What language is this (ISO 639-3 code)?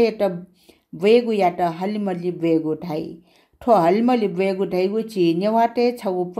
new